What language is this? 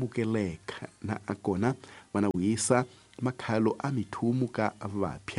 Tsonga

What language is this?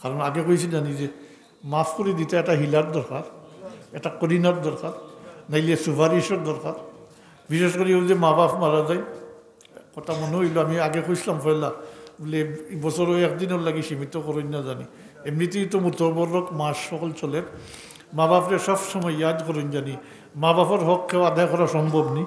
Sylheti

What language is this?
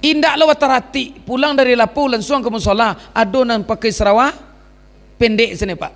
Minangkabau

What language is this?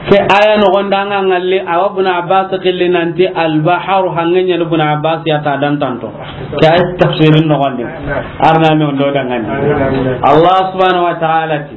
Soninke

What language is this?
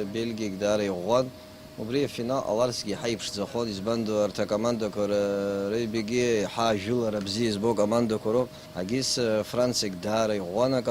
Abkhazian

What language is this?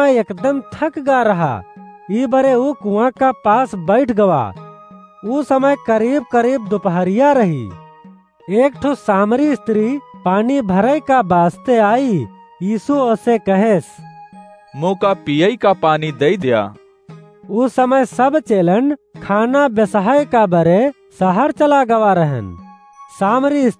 Awadhi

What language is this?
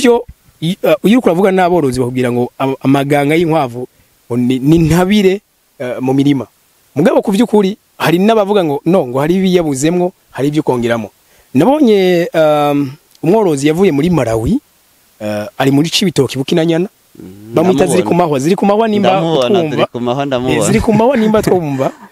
Rundi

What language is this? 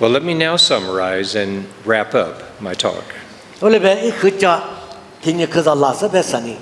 Lisu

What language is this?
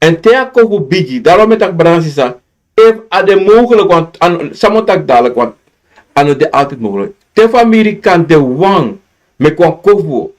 Sranan Tongo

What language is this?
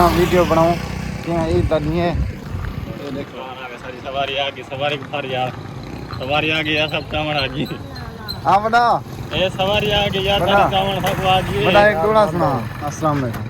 Saraiki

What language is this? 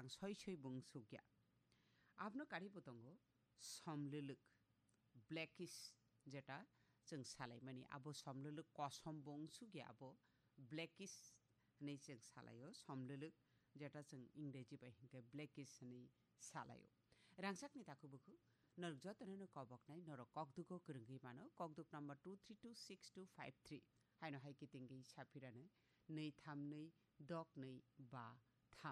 Kok Borok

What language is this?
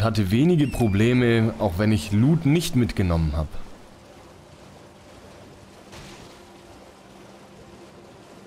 German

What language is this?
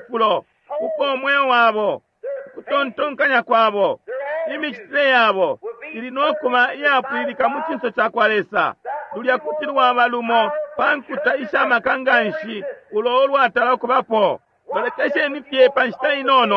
Bemba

